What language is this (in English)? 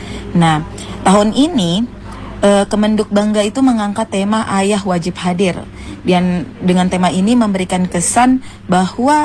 Indonesian